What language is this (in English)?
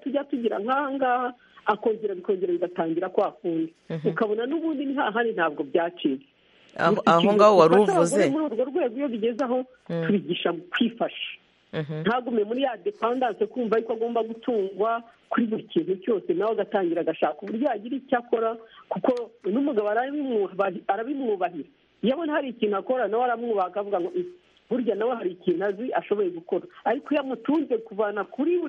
Kinyarwanda